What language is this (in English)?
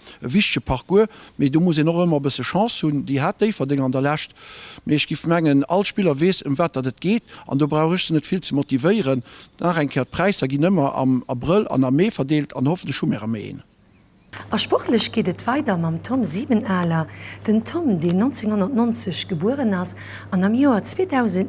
Luxembourgish